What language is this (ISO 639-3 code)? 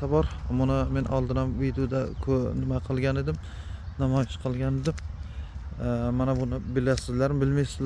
uzb